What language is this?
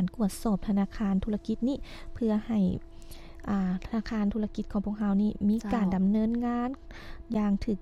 Lao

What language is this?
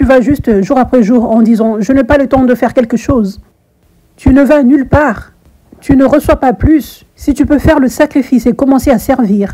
French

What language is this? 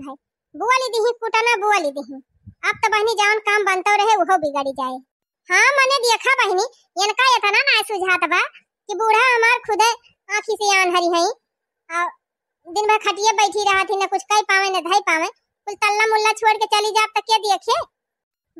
Awadhi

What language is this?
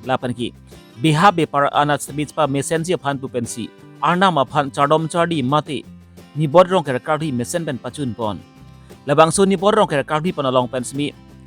Karbi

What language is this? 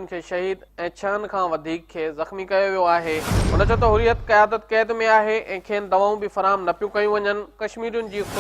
Sindhi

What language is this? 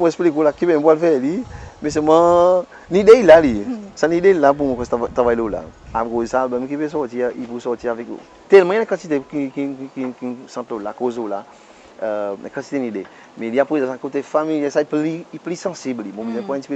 Seselwa Creole French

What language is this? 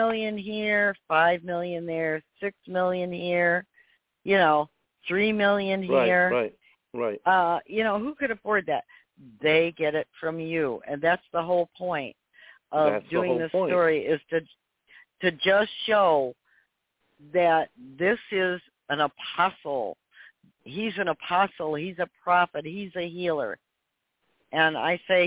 English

